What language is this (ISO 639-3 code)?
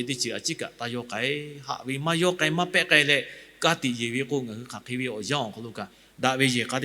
lhu